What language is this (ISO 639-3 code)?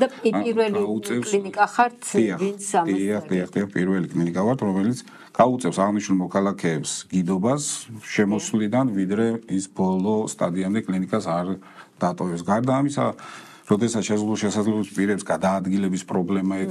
kat